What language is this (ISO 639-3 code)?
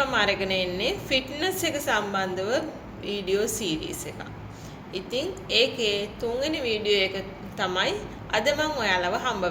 sin